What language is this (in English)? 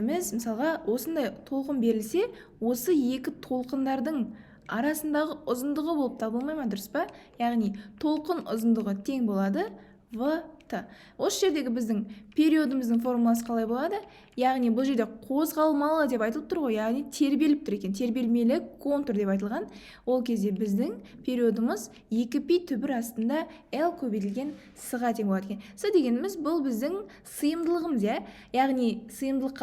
Kazakh